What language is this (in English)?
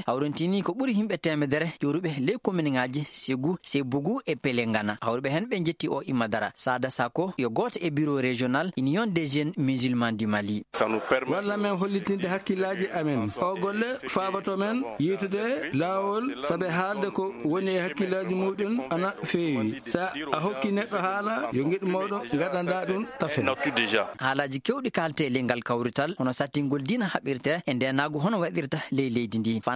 Fula